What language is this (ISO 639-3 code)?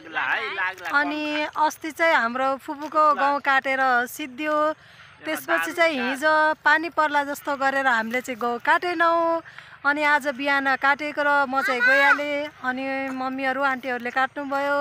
nep